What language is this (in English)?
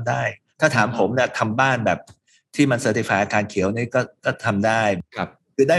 Thai